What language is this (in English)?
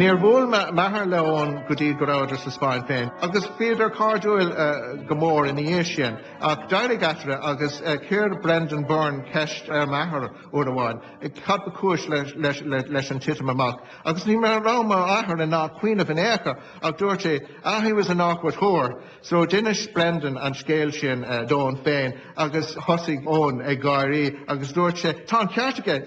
Irish